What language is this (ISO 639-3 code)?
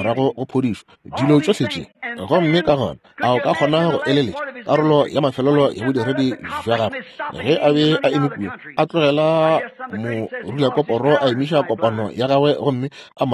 nso